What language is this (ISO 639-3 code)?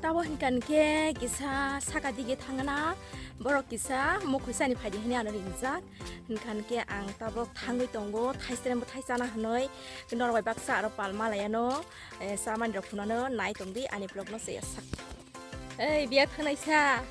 trp